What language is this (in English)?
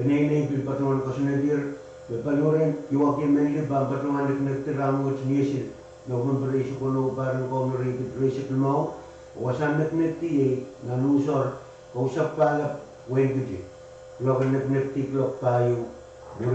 Pohnpeian